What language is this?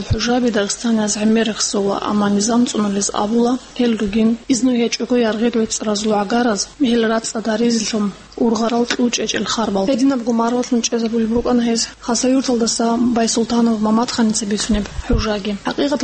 Avaric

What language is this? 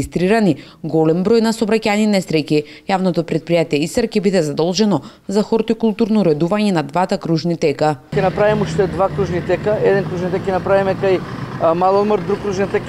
Macedonian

